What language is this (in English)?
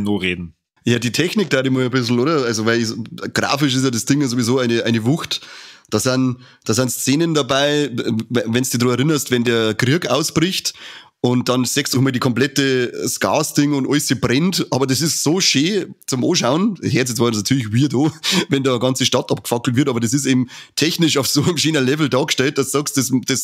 Bavarian